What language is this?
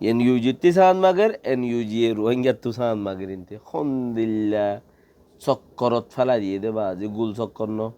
Rohingya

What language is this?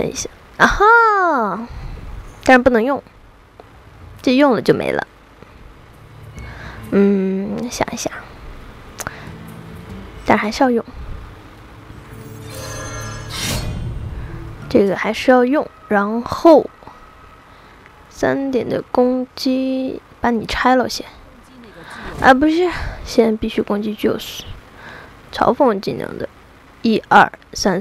Chinese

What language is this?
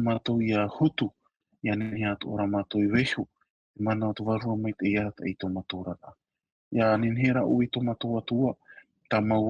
Tahitian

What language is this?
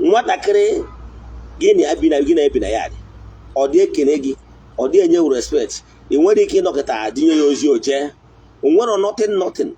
Igbo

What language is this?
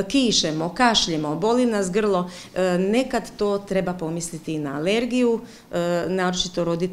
Croatian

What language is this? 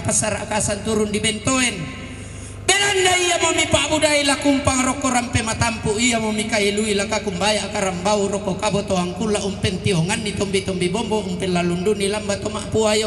Toraja-Sa'dan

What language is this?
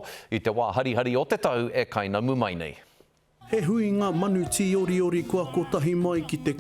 Māori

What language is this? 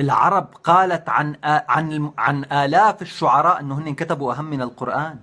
North Levantine Arabic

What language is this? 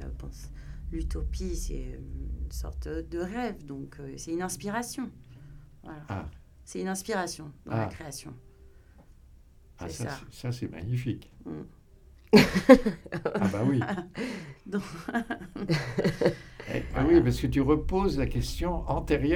French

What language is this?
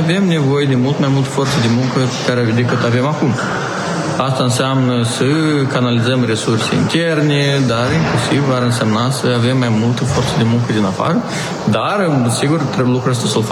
Romanian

